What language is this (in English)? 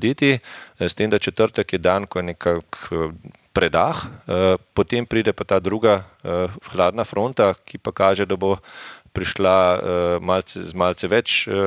Slovenian